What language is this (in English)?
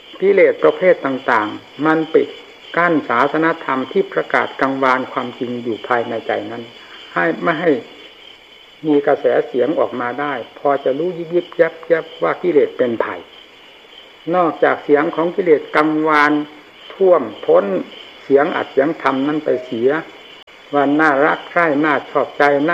Thai